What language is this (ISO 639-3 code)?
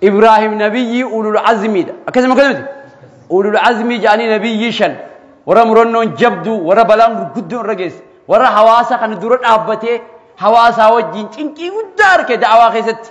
orm